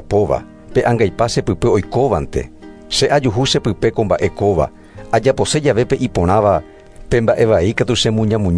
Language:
Guarani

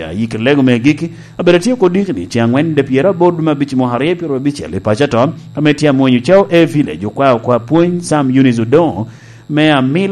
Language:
Lango (Uganda)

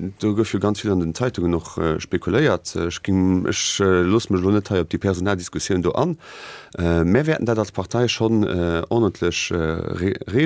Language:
Luxembourgish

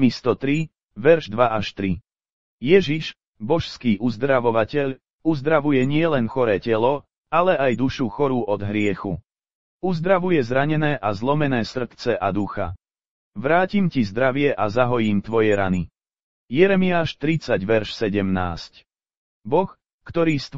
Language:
Slovak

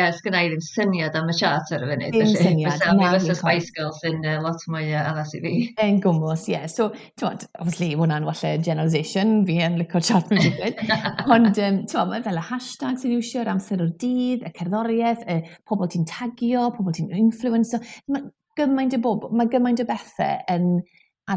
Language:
Welsh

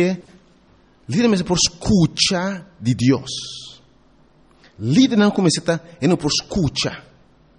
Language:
Papiamento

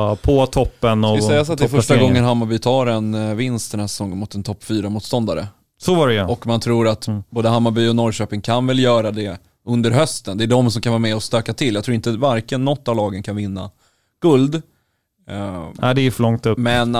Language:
Swedish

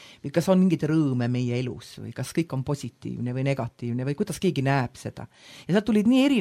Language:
Estonian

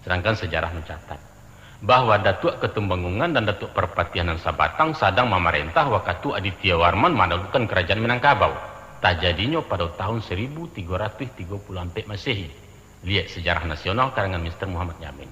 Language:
Minangkabau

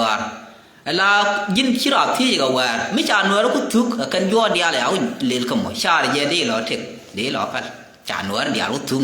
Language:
Nuer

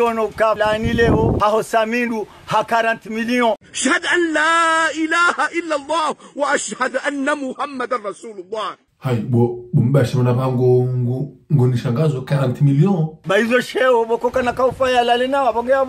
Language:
Ngazidja Comorian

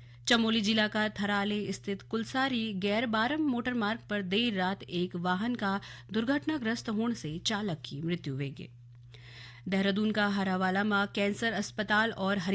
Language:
Garhwali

